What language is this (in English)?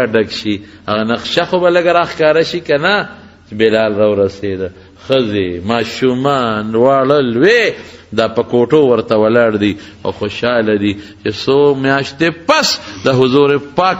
Pashto